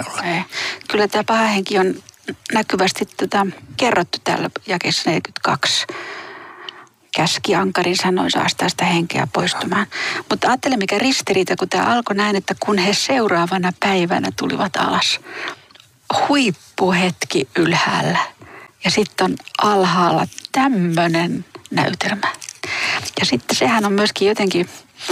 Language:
Finnish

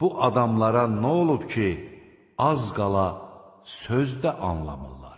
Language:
Azerbaijani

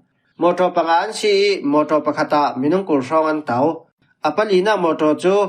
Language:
Falam Chin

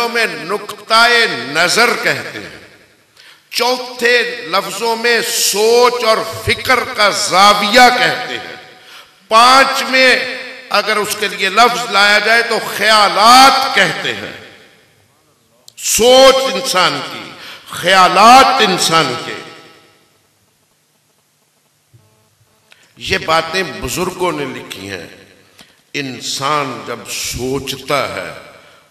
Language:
Urdu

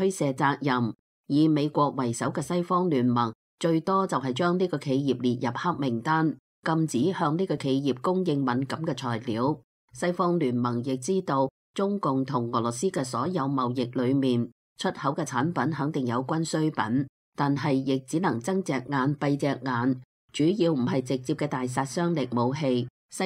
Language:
Cantonese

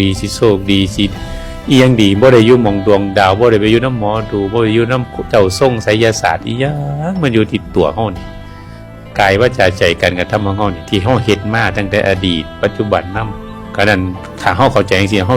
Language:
Northeastern Thai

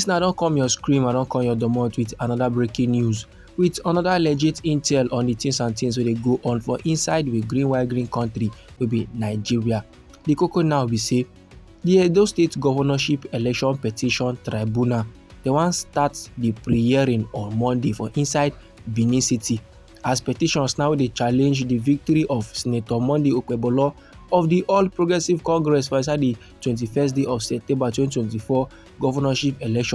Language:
Nigerian Pidgin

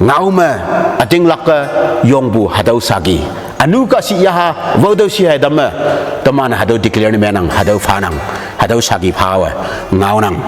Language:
Konyak Naga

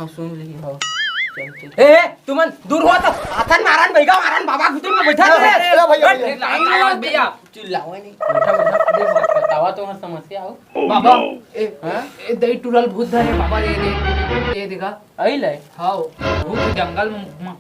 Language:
Chhattisgarhi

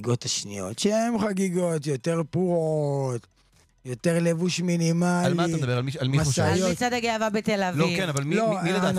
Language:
Hebrew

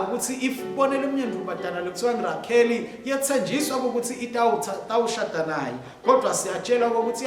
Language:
Swati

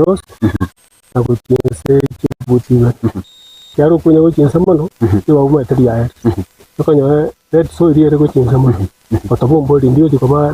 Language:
Gusii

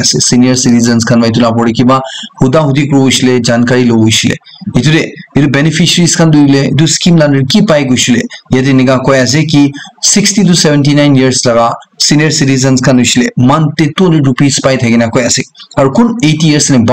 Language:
Naga Pidgin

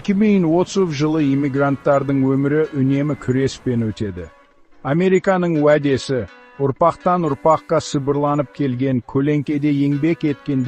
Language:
Kazakh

